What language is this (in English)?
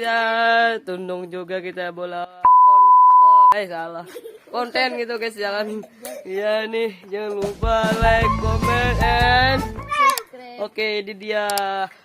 Banjar